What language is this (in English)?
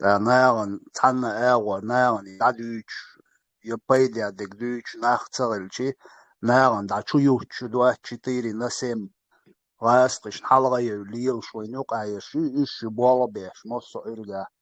Chechen